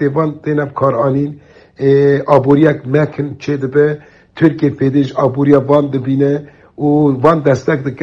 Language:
Kurdish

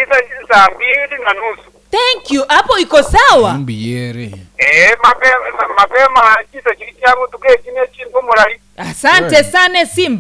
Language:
Gusii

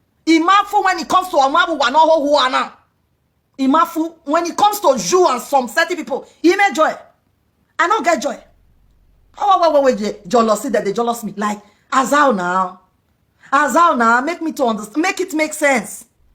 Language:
Nigerian Pidgin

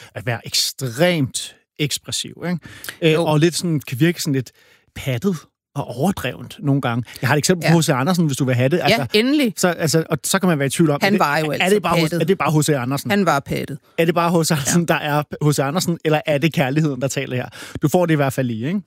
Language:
Danish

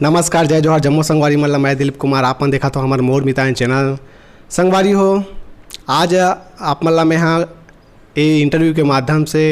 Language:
Chhattisgarhi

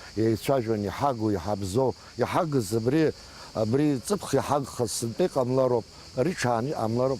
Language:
Abkhazian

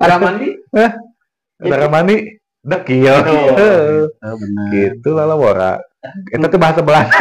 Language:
Sundanese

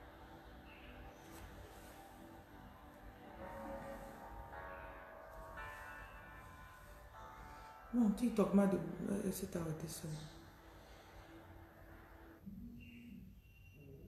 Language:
French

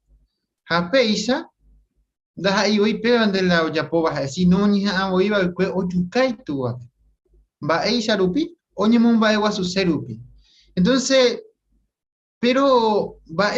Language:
Guarani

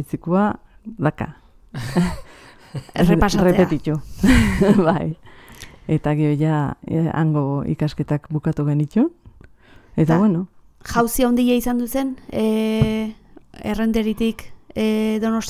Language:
Basque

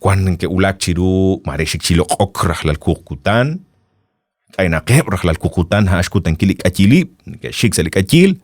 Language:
Kekchí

